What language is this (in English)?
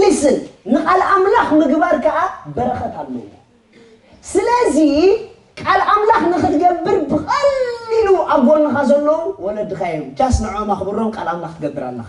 Tigrinya